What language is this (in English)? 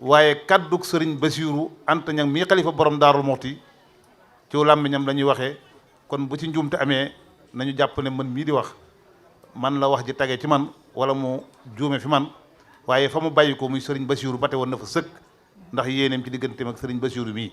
Wolof